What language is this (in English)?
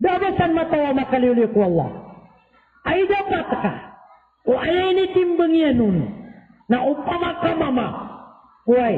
Maranao